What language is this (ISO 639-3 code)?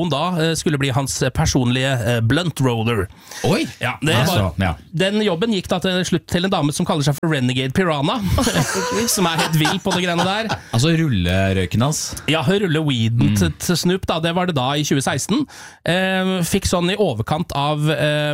nor